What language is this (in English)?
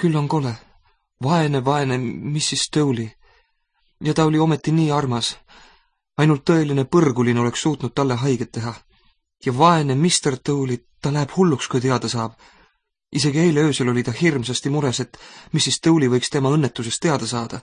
Estonian